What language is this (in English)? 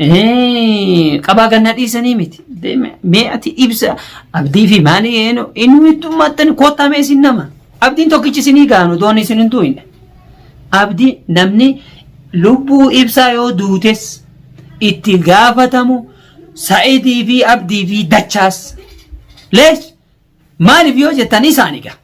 Oromo